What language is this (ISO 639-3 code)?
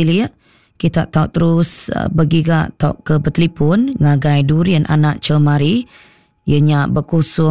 iba